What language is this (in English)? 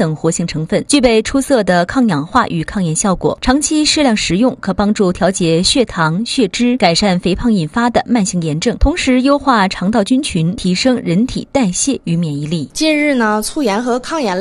Chinese